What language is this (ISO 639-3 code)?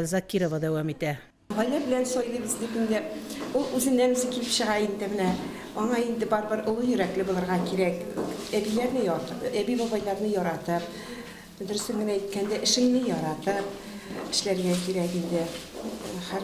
tat